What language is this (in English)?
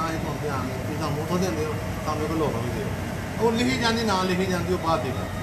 Punjabi